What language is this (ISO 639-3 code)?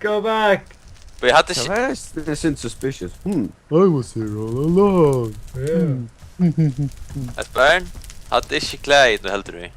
fao